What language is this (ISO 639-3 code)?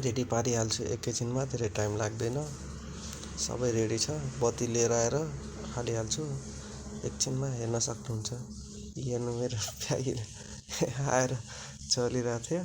nep